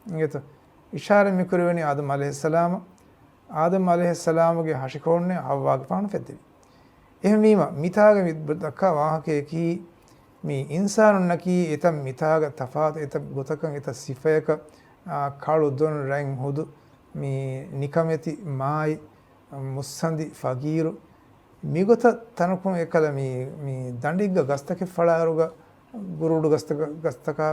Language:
Divehi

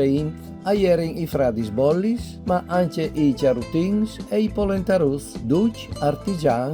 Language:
Friulian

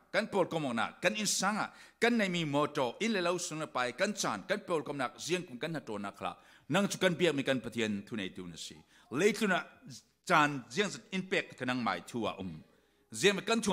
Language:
Falam Chin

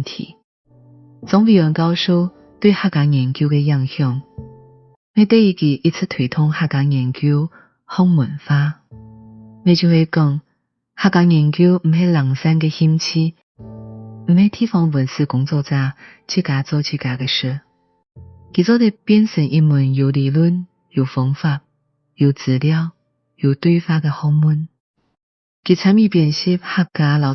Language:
Hakka Chinese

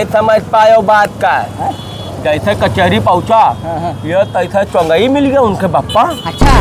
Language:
Awadhi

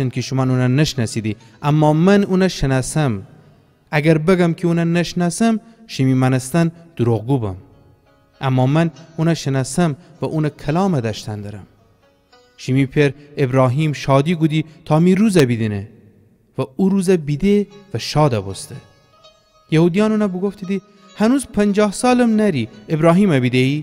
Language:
Gilaki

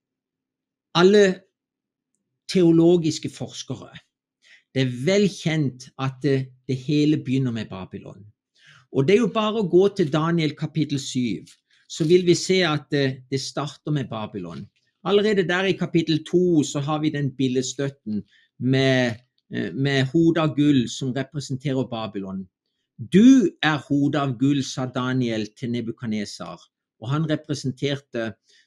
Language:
Norwegian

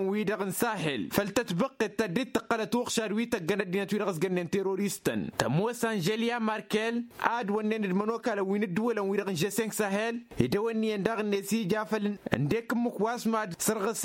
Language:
Tamasheq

